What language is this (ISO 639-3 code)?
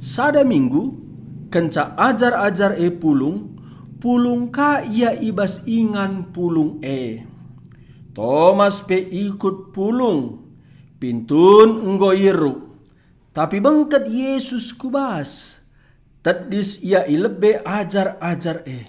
btx